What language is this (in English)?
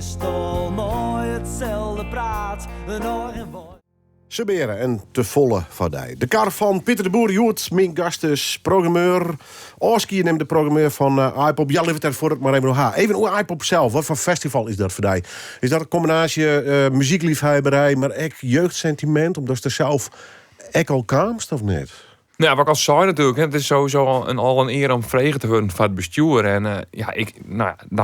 Western Frisian